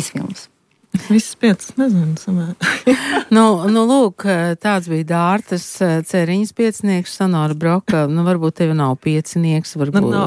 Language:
Latvian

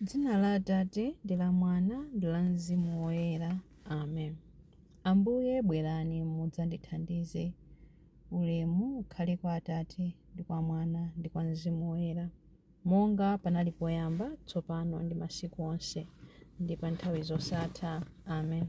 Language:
Nyanja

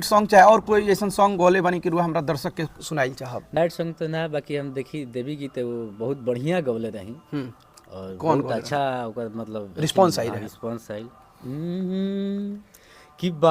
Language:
Bhojpuri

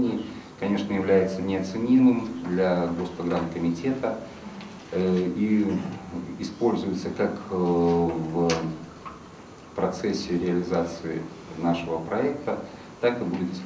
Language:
Russian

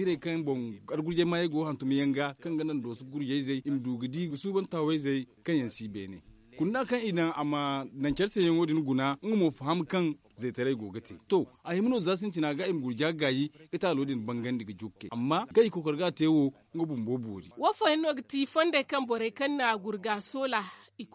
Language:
Zarma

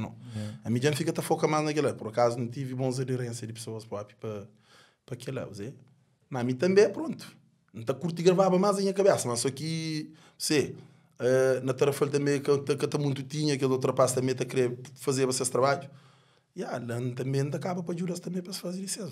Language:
Kabuverdianu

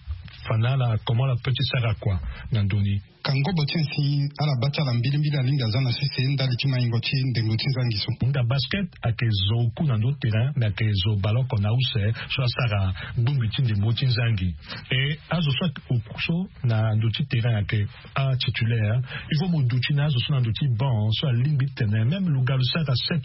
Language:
Sango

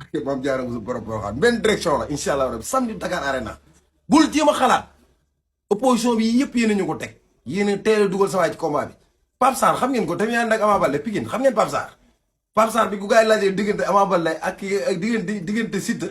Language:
Wolof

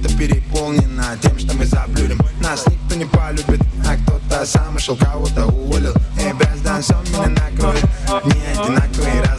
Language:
Kara-Kalpak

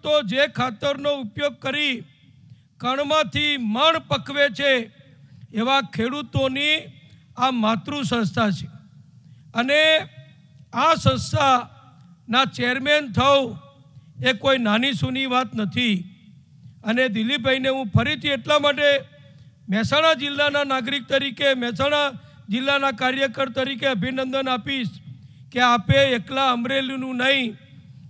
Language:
Gujarati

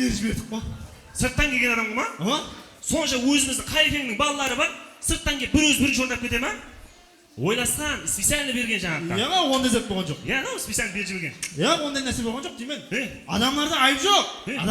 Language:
Kara-Kalpak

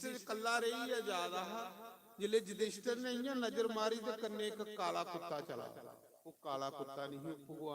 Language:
Dogri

